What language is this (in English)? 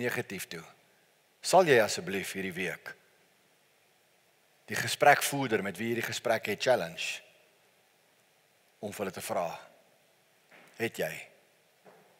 Afrikaans